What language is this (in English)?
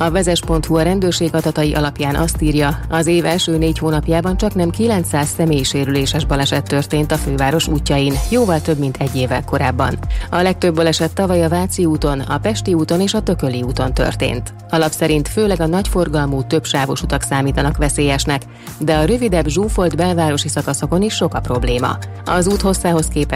Hungarian